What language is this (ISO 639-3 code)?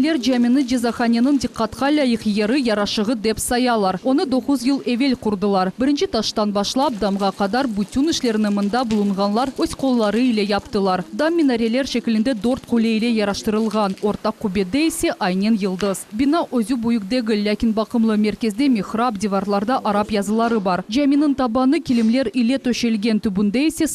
crh